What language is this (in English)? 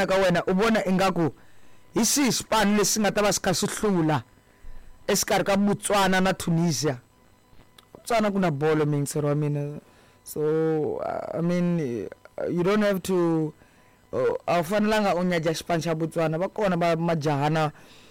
Tsonga